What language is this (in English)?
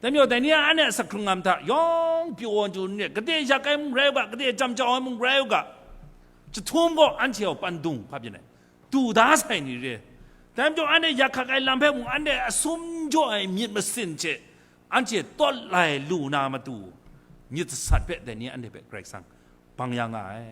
Kachin